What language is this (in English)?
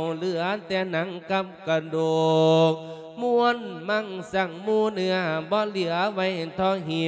Lao